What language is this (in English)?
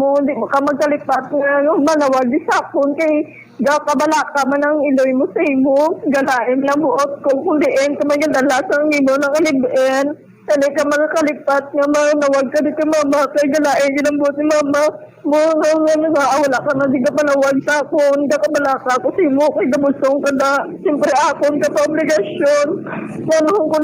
Hiligaynon